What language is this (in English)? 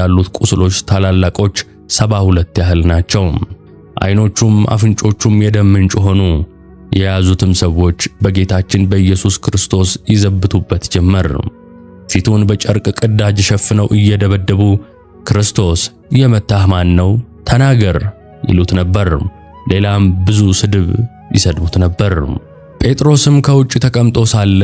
Amharic